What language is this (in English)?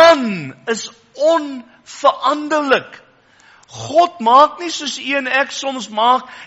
Afrikaans